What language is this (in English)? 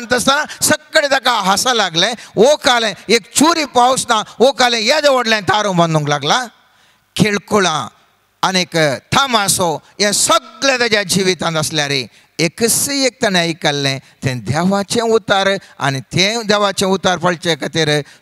Konkani